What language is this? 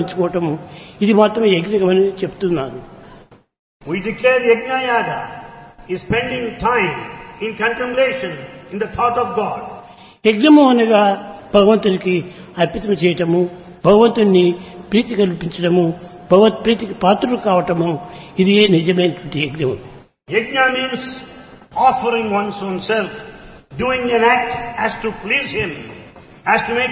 Telugu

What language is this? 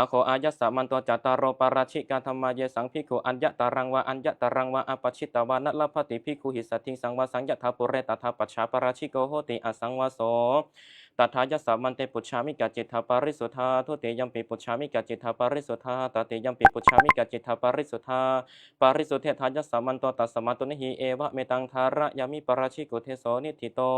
Pali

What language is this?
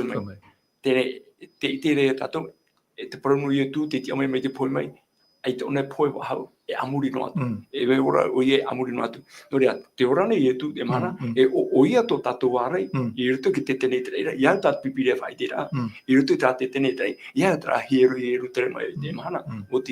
Tahitian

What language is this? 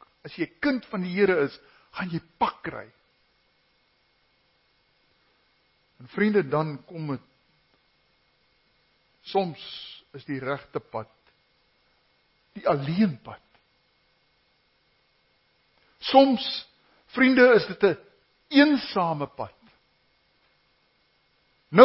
Afrikaans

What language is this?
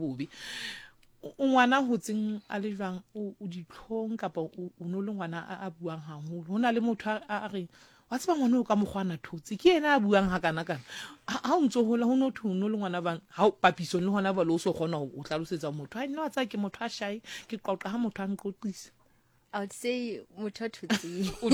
Southern Sotho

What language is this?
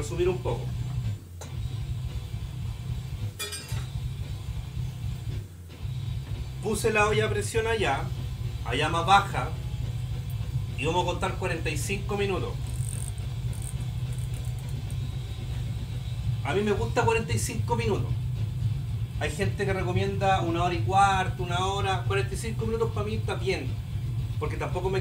Spanish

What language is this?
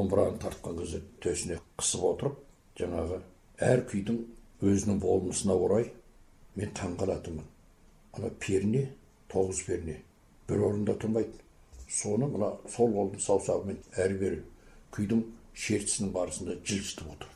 Kazakh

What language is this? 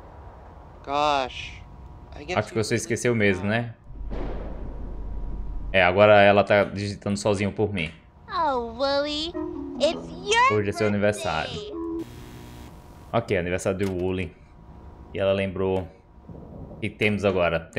Portuguese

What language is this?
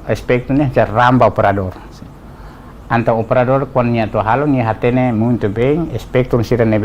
Tetum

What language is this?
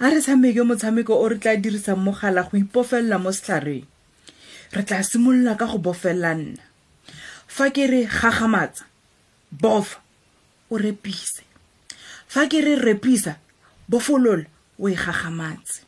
Tswana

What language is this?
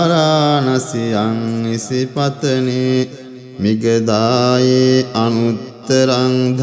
Pali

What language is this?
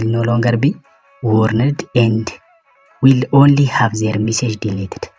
Amharic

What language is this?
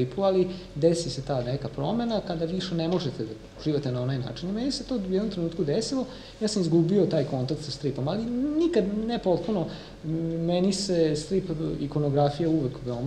Serbian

